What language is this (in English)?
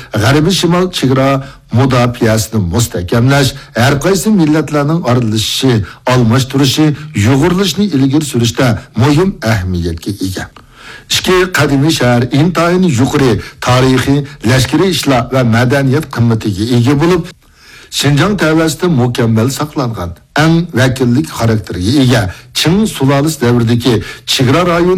Uyghur